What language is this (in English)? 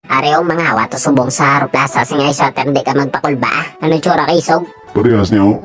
Hiligaynon